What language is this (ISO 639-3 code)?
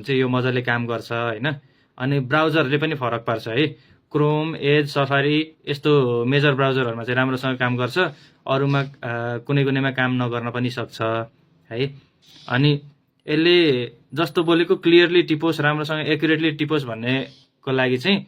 nep